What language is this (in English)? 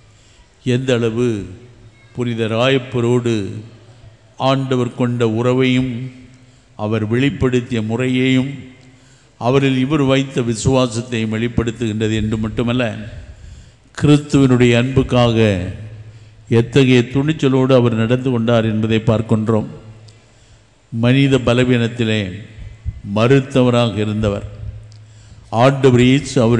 Tamil